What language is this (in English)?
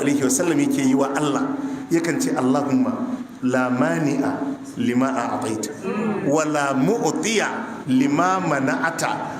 Hausa